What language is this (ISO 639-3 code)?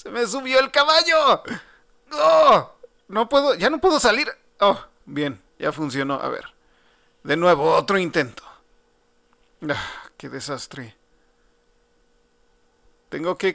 spa